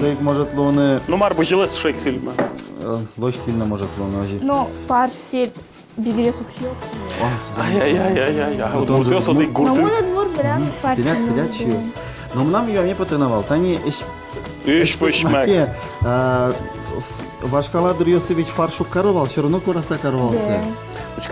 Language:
Udmurt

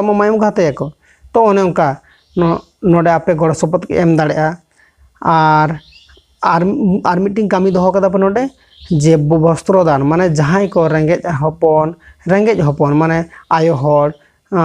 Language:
Santali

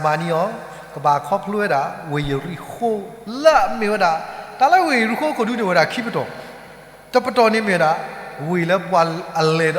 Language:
S'gaw Karen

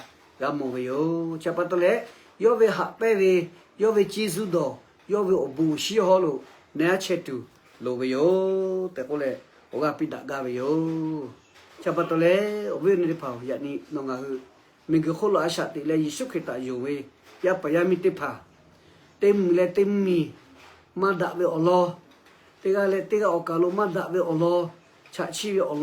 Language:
Lahu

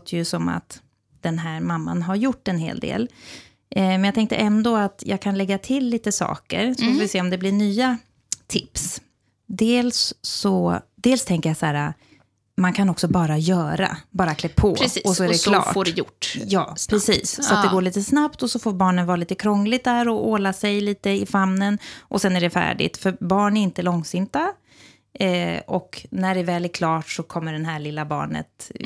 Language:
Swedish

